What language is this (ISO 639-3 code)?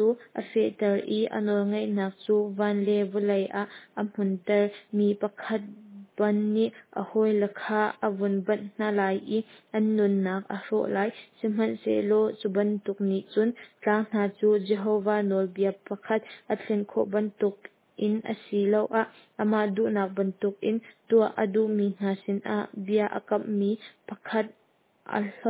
cnh